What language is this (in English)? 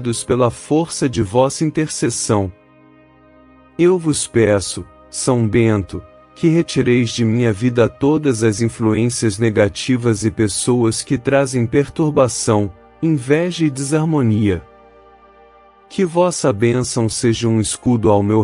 Portuguese